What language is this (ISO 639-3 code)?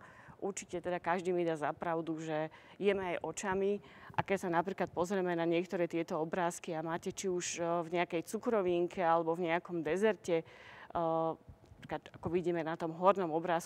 slk